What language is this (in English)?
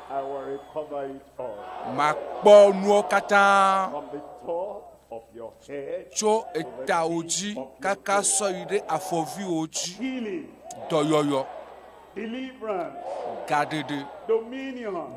Ewe